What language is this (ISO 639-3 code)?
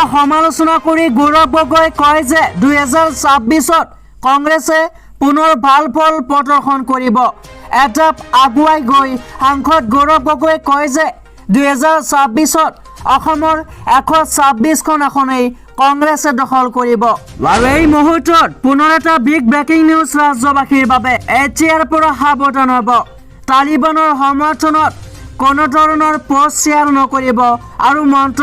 asm